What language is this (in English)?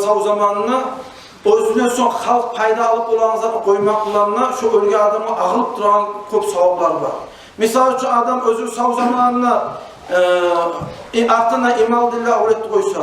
Kumyk